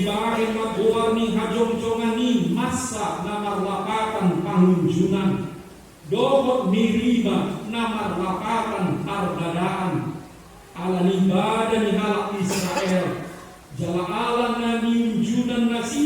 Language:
Batak Toba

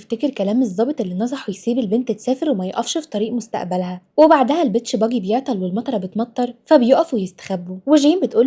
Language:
Egyptian Arabic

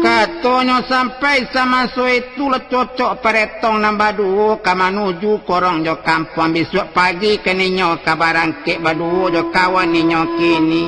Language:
Minangkabau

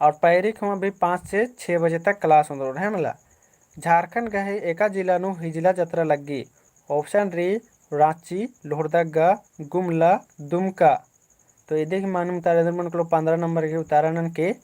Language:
Kurukh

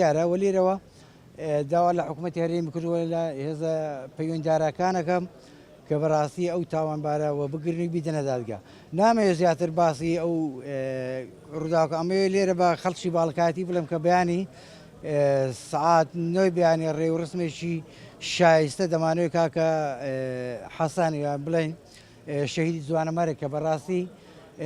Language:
Central Kurdish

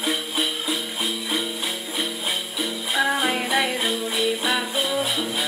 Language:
Vietnamese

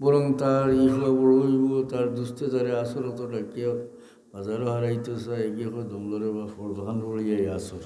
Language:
Sylheti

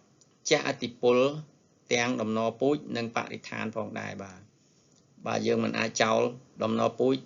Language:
Khmer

